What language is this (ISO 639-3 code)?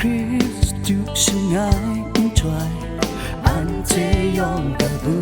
kac